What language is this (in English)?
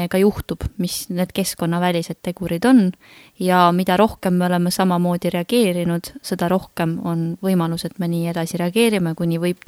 Estonian